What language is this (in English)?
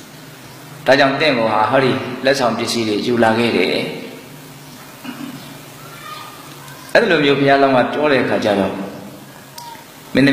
Burmese